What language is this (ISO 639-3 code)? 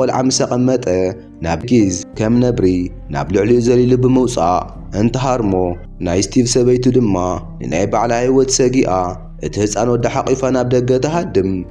tir